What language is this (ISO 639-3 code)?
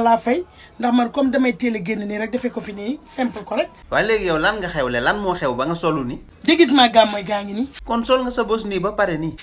wol